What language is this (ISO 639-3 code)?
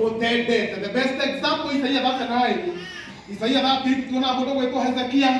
kik